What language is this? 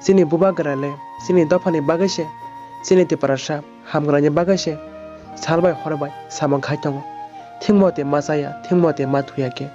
Kok Borok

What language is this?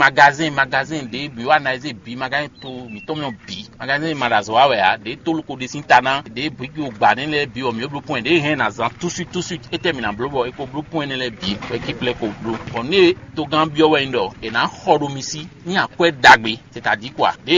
Fon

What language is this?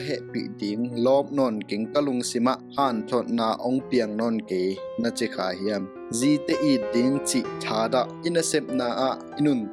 Tedim Chin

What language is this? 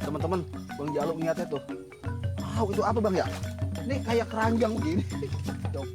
Betawi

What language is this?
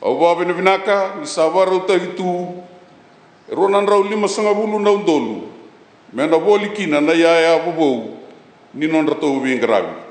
Fijian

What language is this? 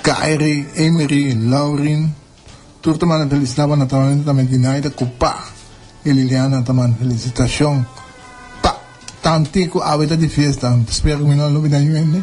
Papiamento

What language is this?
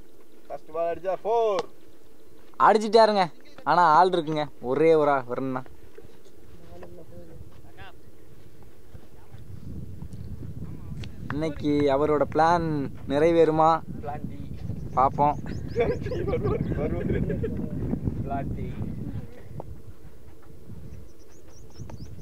Tamil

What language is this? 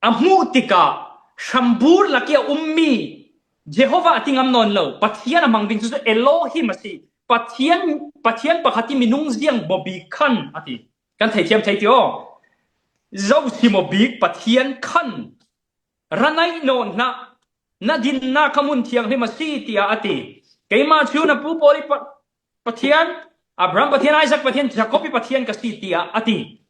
Falam Chin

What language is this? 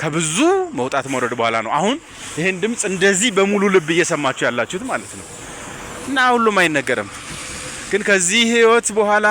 Amharic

